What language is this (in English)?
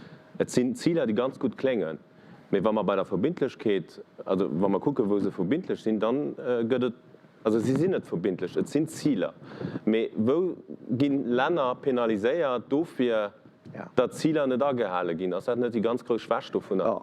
Luxembourgish